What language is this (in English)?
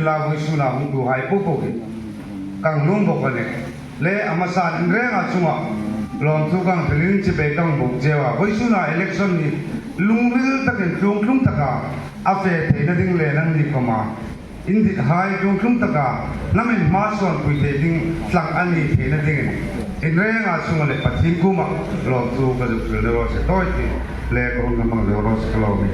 Hmar